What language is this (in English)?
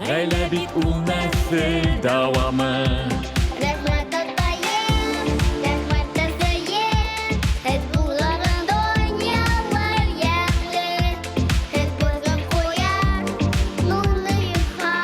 Bashkir